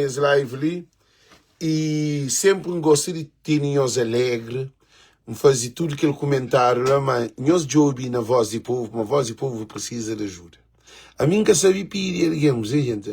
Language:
Kabuverdianu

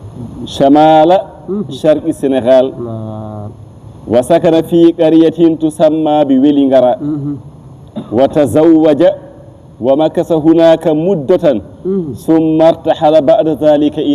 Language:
Fula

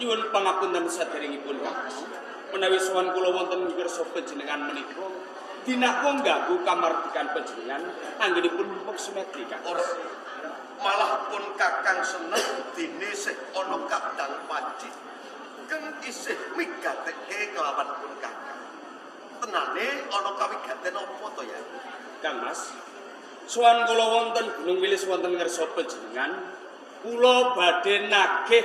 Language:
Javanese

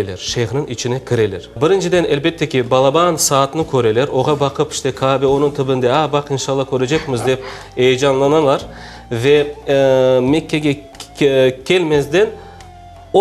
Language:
Crimean Tatar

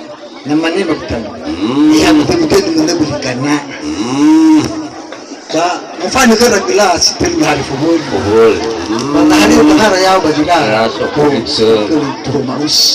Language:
Nias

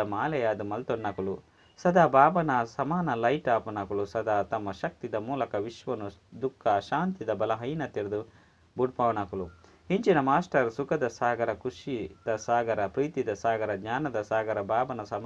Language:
Tulu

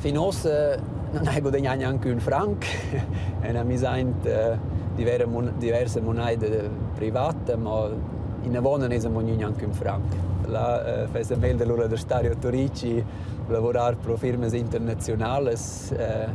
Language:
Romansh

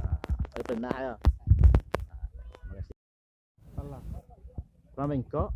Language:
Minangkabau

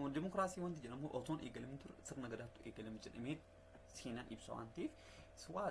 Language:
Oromo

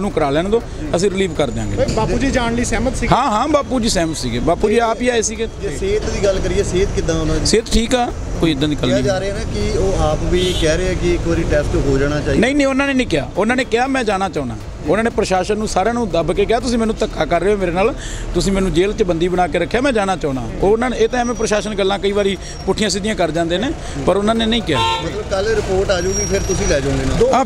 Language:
Punjabi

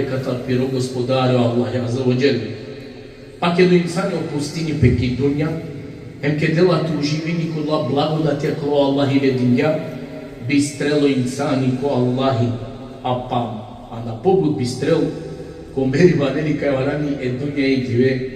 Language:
Balkan Romani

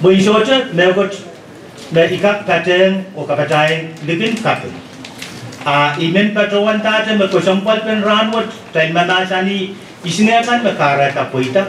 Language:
Pohnpeian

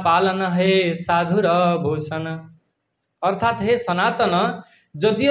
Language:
Odia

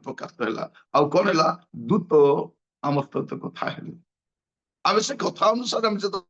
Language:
Odia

